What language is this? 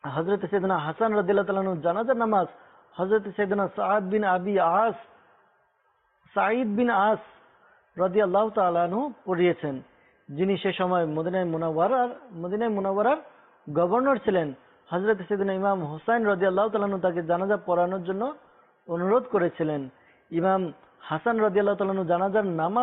Bangla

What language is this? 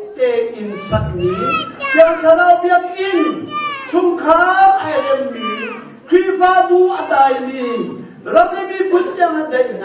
Hakha Chin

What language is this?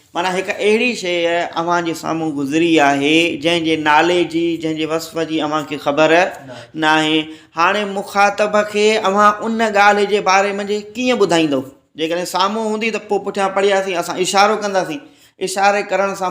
Sindhi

